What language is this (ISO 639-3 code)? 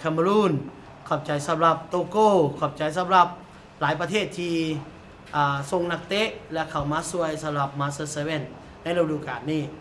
lao